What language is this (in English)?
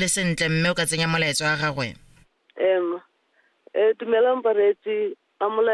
Tswana